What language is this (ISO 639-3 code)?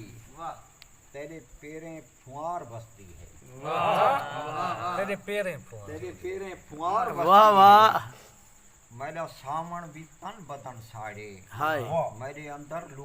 skr